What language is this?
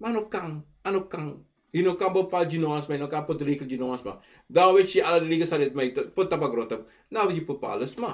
Sranan Tongo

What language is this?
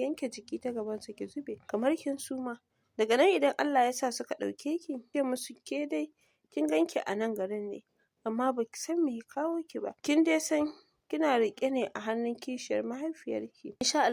Hausa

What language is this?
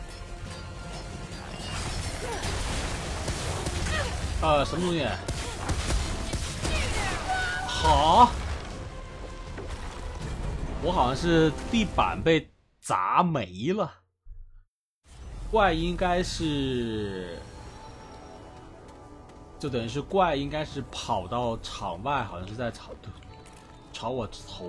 Chinese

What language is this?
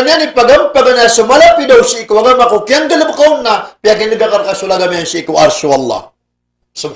Maranao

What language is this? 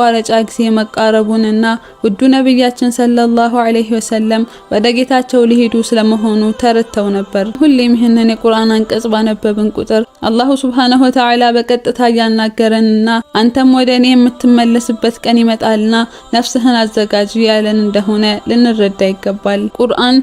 Amharic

